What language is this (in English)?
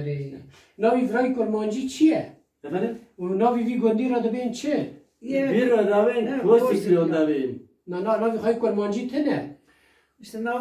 Kurdish